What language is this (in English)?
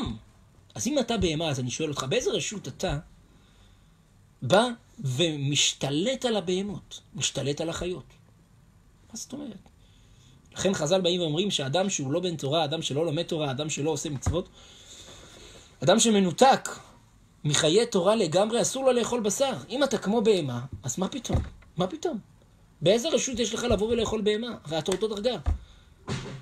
Hebrew